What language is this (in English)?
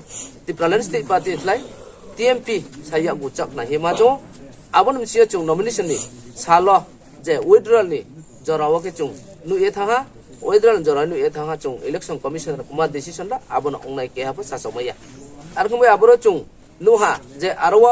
Riang (India)